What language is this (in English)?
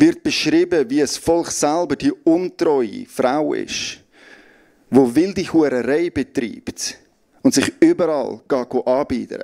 Swiss German